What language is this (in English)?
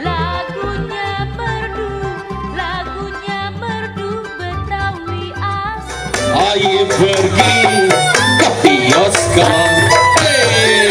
Betawi